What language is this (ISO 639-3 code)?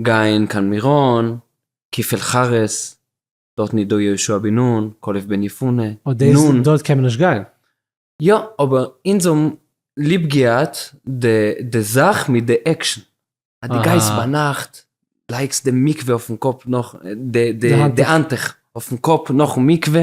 yid